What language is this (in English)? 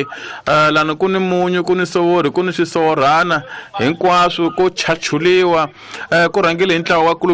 Tsonga